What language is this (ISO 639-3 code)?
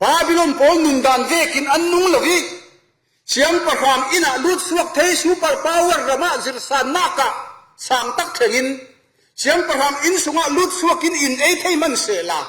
cfm